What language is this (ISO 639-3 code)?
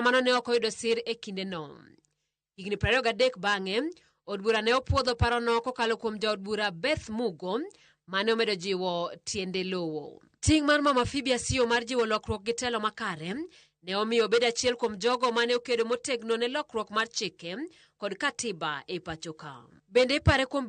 luo